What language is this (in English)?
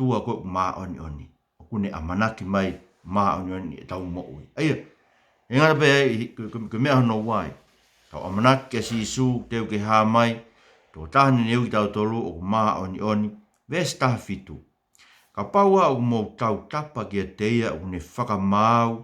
Tongan